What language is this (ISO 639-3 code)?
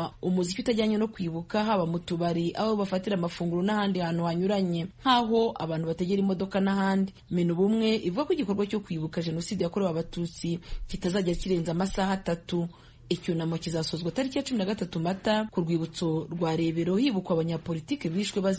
kin